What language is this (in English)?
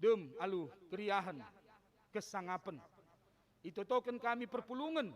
Batak Karo